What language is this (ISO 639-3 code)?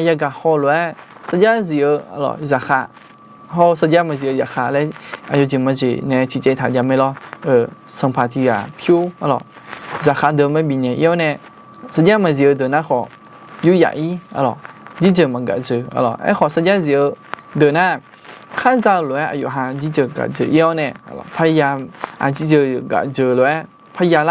ahk